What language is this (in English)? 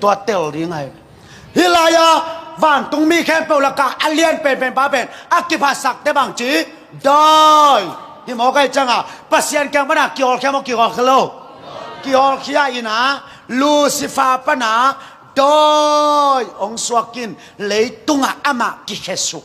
Tedim Chin